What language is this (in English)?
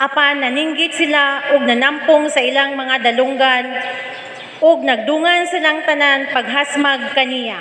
Cebuano